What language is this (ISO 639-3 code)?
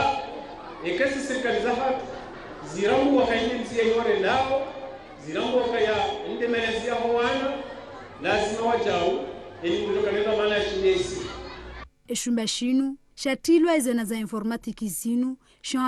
zdj